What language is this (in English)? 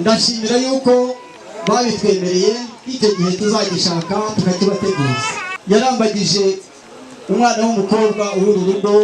Kinyarwanda